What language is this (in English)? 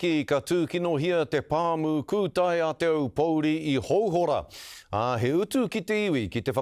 Māori